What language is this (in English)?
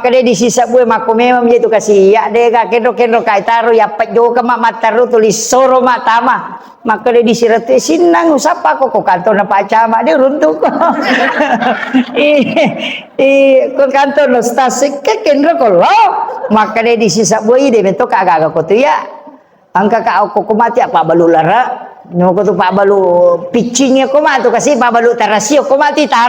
Buginese